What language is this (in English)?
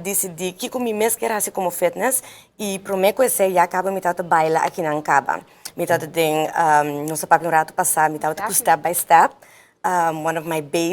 Papiamento